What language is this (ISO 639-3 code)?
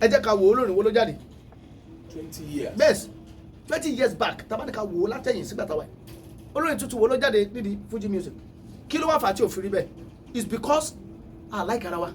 yor